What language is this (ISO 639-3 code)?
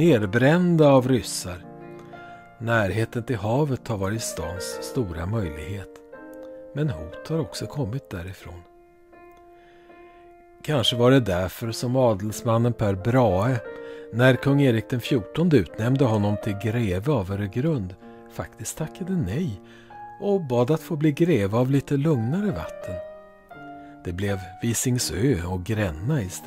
swe